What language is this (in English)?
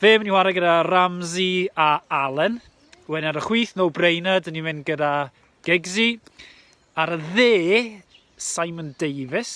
Welsh